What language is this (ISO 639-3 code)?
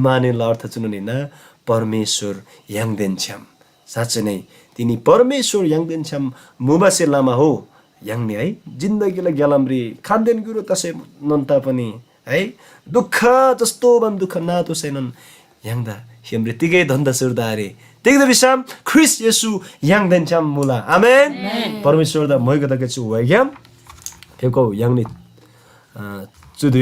taj